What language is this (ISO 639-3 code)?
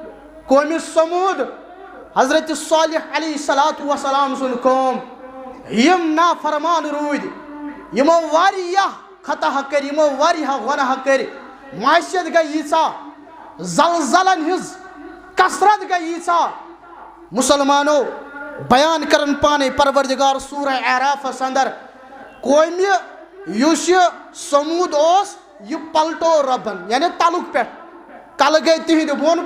kas